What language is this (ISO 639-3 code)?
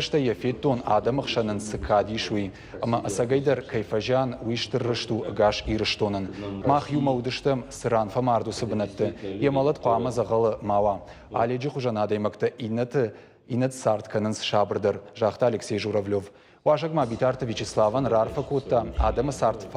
oss